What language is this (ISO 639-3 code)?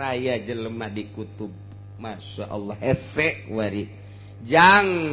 sun